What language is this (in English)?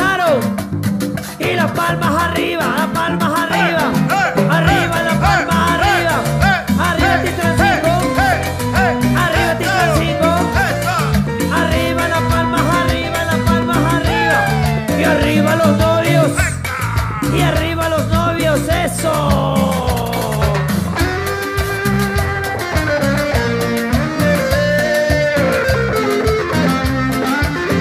Spanish